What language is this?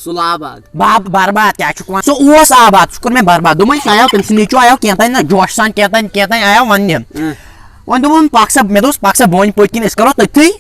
Kashmiri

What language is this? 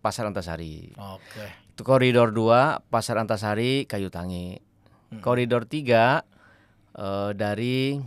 Banjar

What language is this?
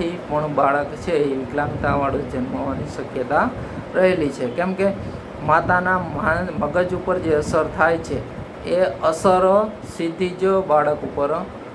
Gujarati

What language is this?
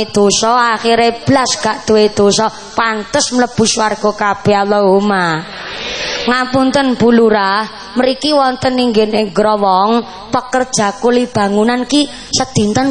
Javanese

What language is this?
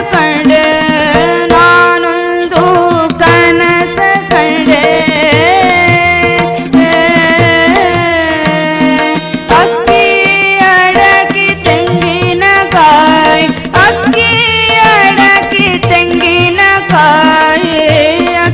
Kannada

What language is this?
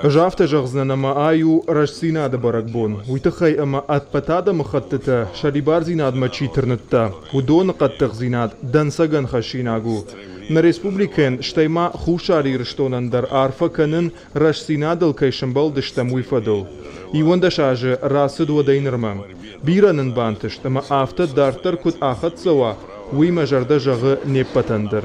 Ossetic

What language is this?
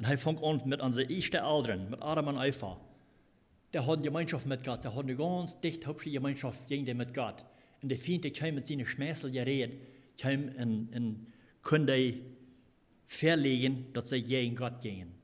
Plautdietsch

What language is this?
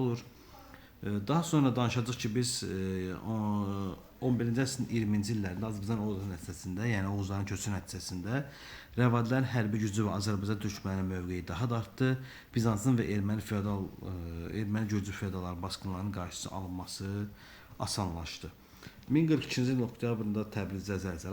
Azerbaijani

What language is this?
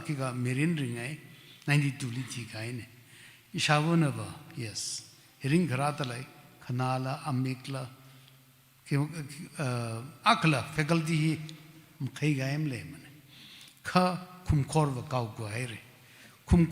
Tangkhul Naga (India)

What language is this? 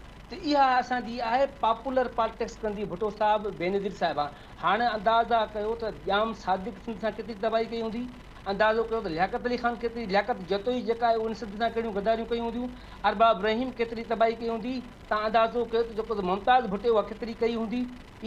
Sindhi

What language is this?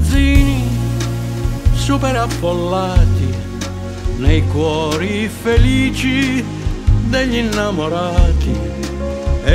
Italian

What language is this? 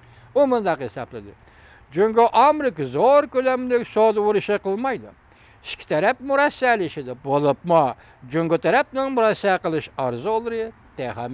Uyghur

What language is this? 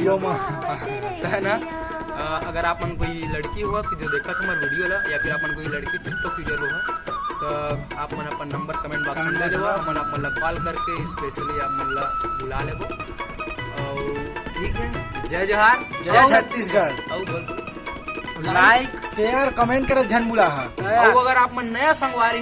Chhattisgarhi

